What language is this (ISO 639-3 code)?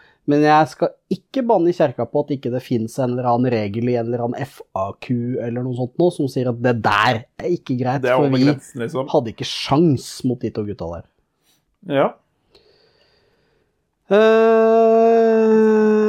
nor